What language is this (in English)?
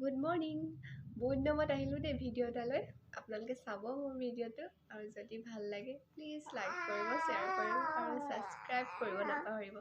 Assamese